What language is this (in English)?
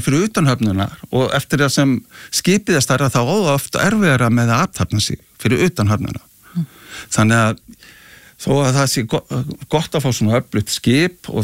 Icelandic